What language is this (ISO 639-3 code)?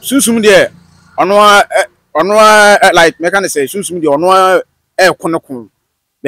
aka